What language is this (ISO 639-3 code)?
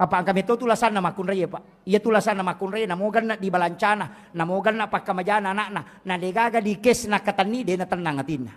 bug